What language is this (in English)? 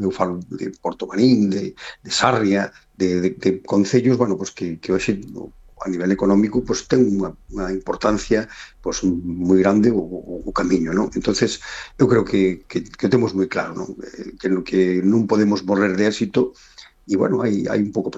Galician